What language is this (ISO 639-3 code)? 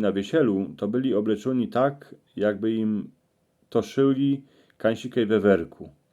szl